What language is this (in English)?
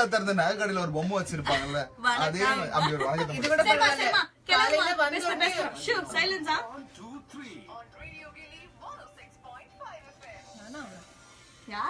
Tamil